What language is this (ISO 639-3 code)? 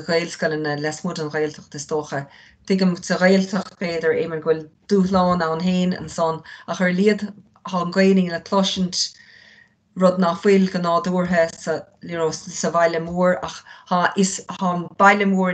gle